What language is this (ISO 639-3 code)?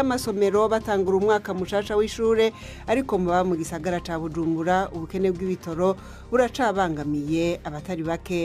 run